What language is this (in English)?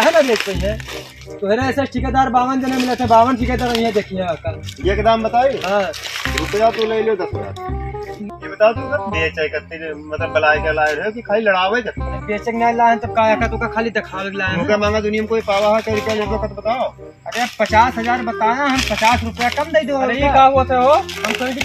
Awadhi